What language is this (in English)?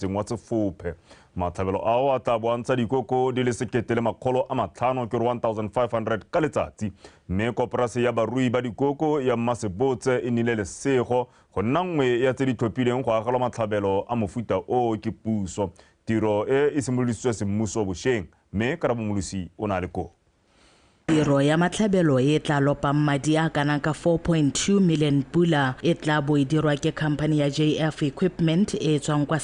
Tswana